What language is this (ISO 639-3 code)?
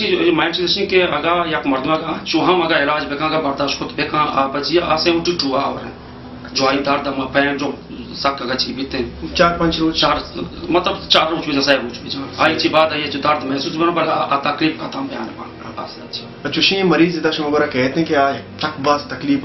bal